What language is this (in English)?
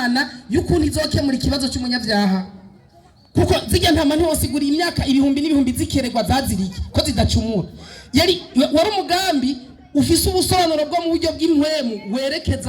Rundi